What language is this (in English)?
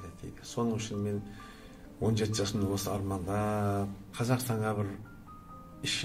Kazakh